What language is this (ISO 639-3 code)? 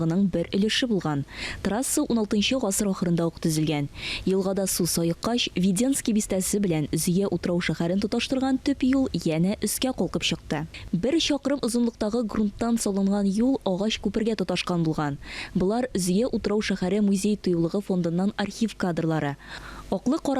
tat